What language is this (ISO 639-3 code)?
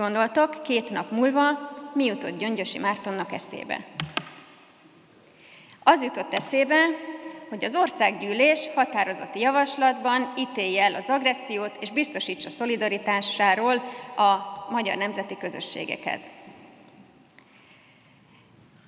hun